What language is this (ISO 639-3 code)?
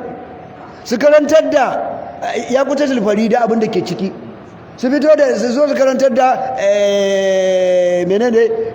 hau